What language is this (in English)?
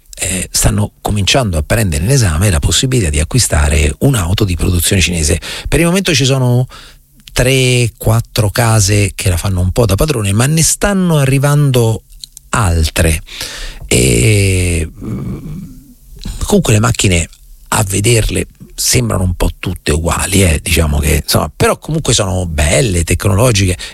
Italian